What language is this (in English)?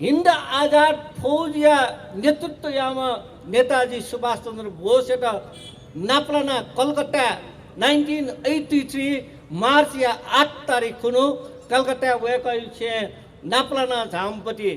Newari